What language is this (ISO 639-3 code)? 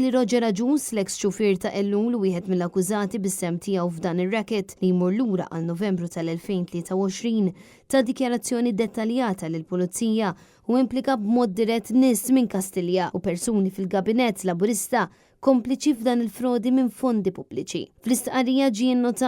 mlt